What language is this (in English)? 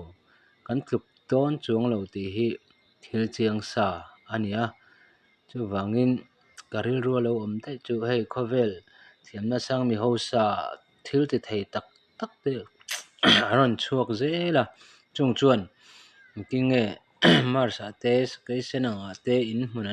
Mizo